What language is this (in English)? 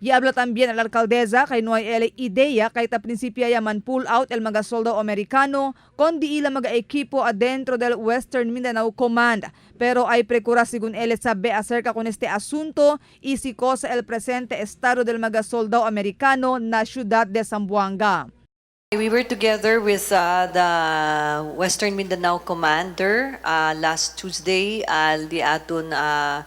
Chavacano